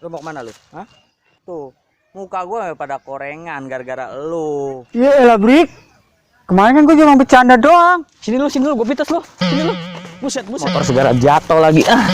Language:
Betawi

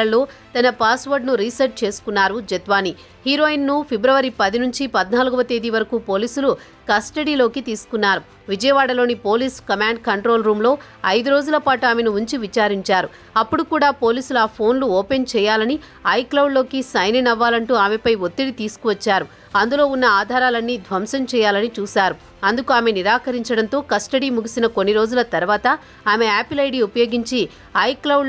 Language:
Telugu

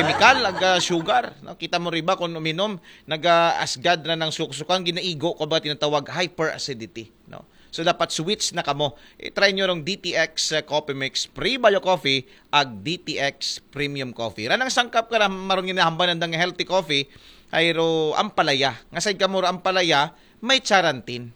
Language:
Aklanon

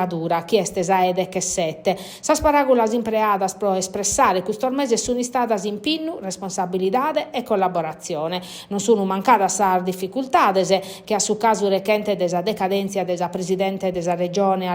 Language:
Sardinian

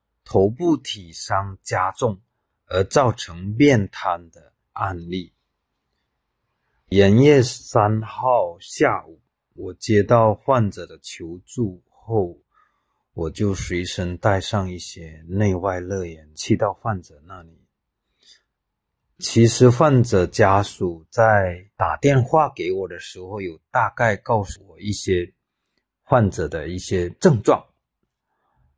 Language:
Chinese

